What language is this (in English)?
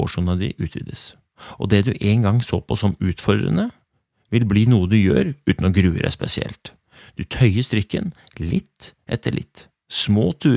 Norwegian